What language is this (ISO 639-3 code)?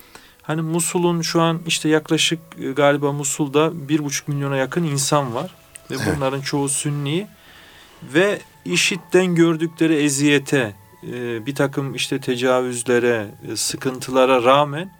tur